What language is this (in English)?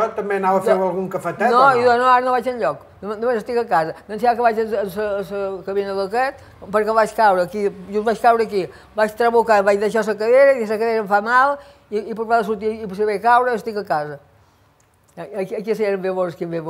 Catalan